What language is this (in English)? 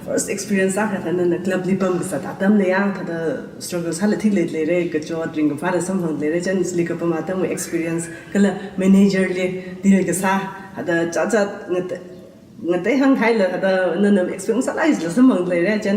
Tangkhul Naga (India)